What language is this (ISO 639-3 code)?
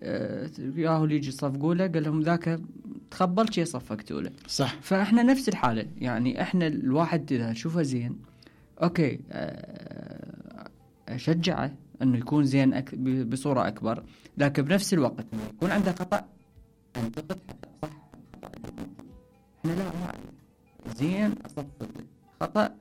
acm